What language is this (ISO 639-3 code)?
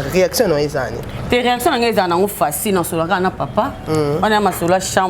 lin